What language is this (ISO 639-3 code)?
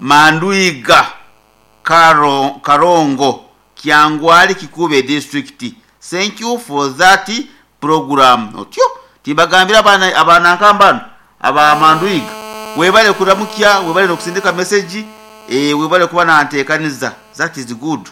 nyo